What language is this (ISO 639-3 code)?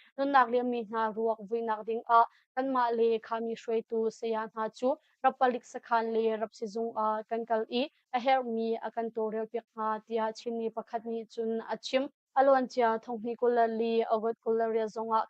cnh